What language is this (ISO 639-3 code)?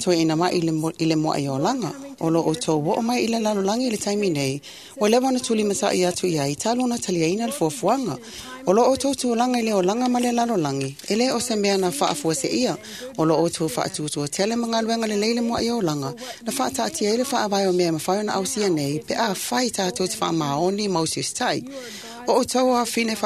smo